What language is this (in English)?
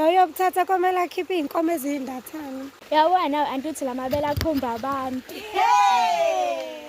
Zulu